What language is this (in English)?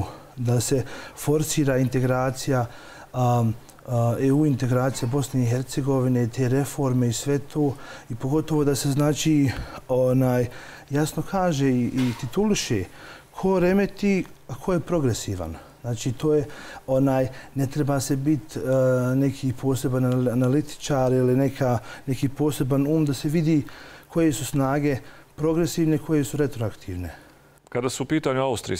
Bosnian